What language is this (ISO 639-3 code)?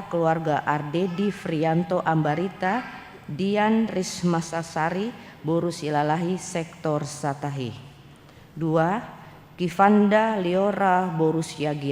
bbc